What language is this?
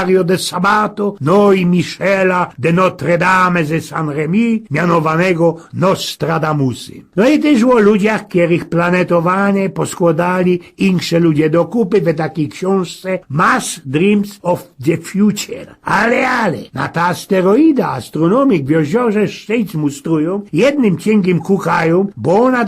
Silesian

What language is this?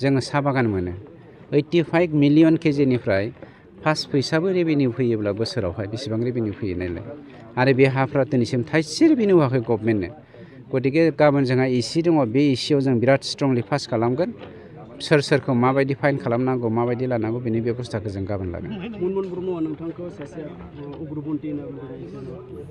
Bodo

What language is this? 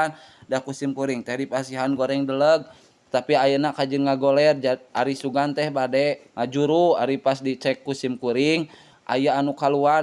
Sundanese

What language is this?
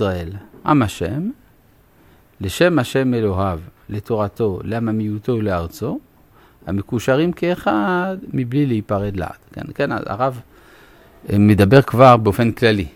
Hebrew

